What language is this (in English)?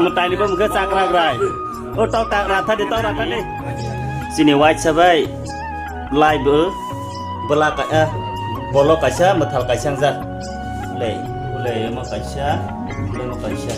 Kok Borok